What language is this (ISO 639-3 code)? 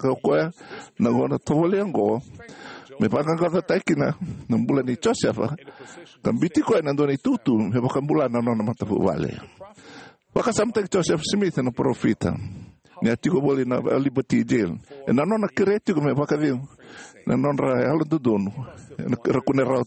fij